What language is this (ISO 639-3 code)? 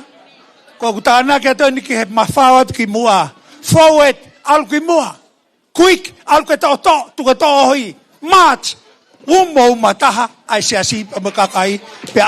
ton